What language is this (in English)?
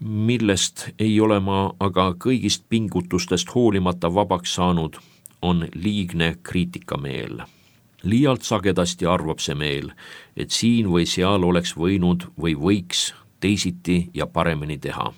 Estonian